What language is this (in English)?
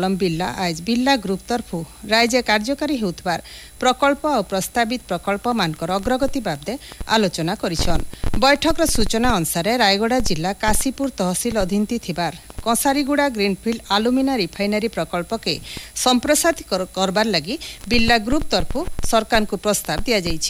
Odia